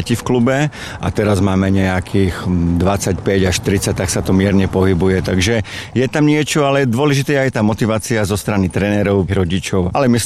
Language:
Slovak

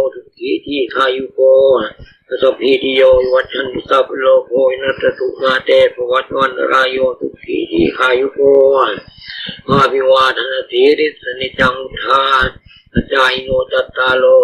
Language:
Pali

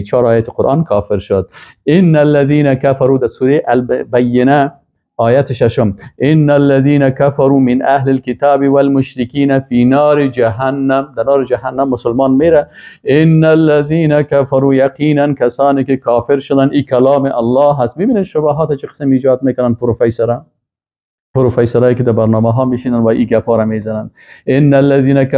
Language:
Persian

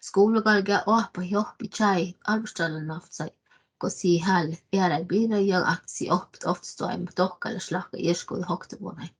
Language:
Northern Sami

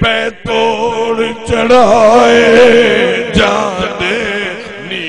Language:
Saraiki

